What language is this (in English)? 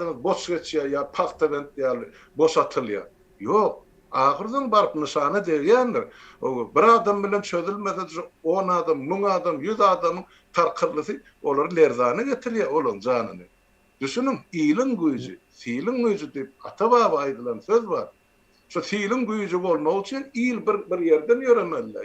Turkmen